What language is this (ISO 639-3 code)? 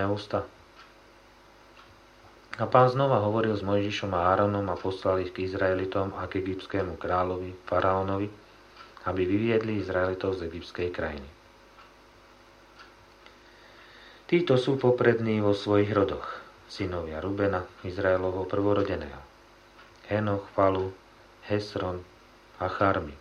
slk